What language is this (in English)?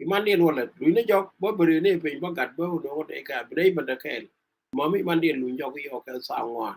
Nuer